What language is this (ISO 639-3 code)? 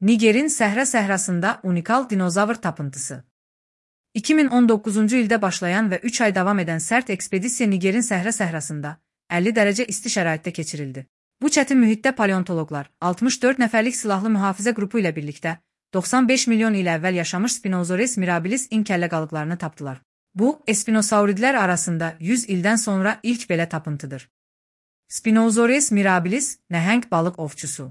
aze